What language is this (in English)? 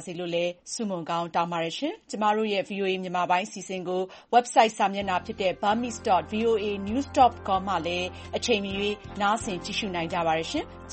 Burmese